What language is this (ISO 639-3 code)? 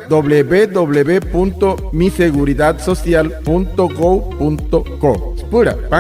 guc